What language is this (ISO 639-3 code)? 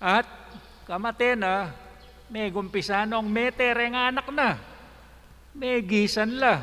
pam